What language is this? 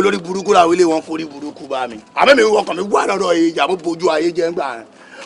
Yoruba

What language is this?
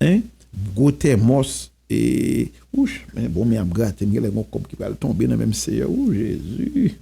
Haitian Creole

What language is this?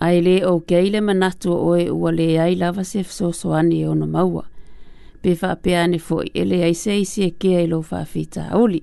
Samoan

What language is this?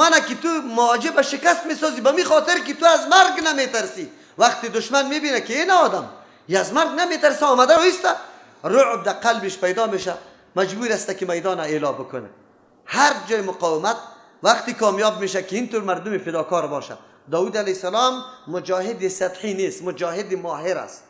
Persian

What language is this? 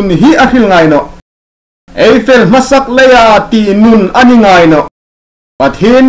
Hmar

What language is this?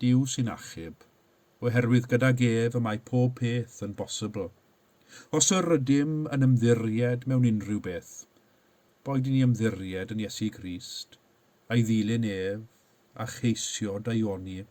Welsh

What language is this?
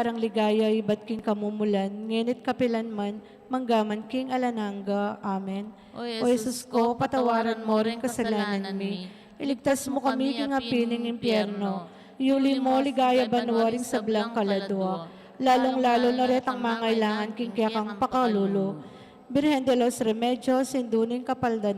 Pampanga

